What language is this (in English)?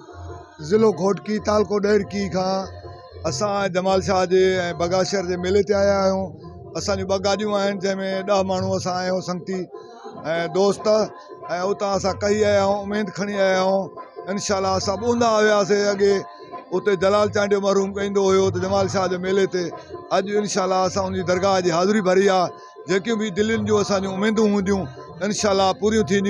Sindhi